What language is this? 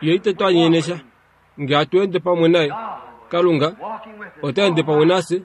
Kuanyama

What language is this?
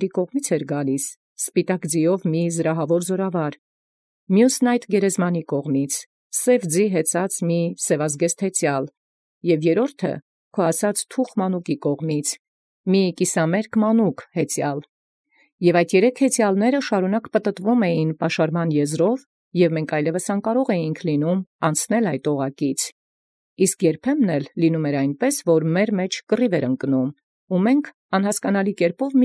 Armenian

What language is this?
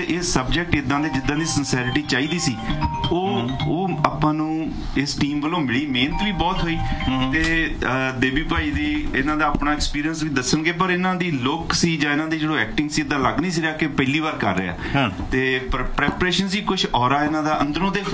Punjabi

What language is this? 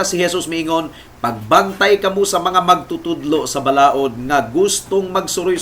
Cebuano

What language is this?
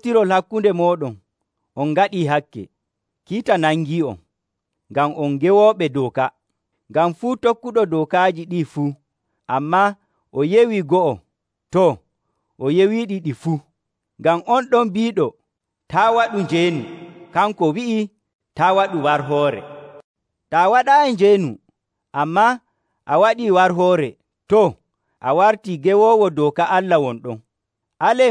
Nigerian Fulfulde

